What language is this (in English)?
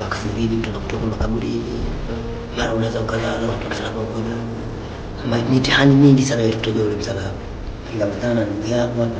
Swahili